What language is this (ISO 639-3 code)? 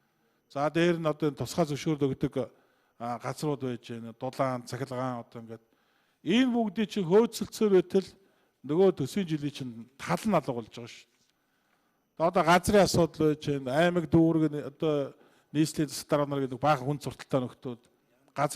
mon